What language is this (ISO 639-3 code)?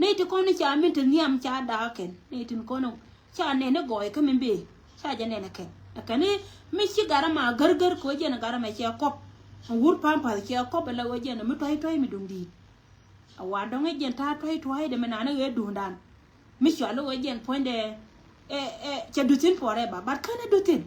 nus